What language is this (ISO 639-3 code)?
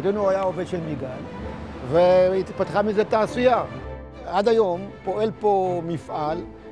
heb